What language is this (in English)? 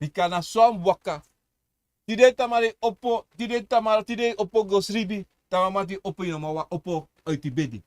Sranan Tongo